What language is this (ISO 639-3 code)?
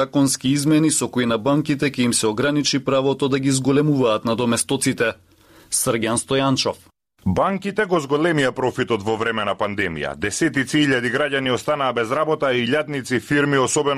mkd